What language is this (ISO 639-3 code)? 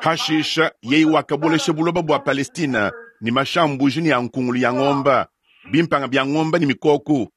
lua